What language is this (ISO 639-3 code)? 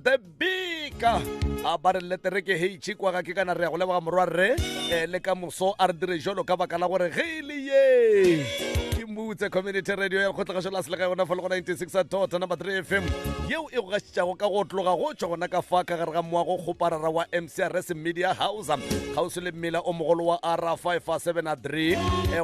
nso